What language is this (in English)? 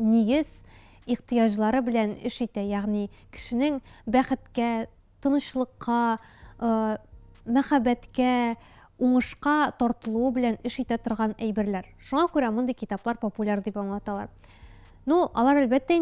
Tatar